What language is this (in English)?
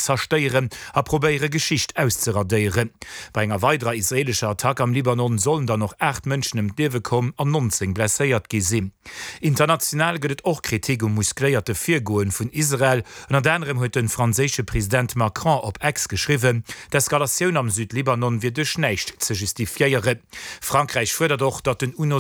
Luxembourgish